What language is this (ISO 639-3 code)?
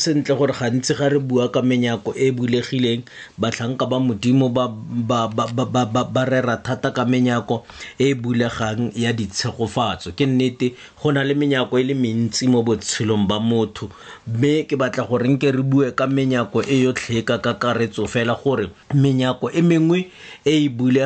tsn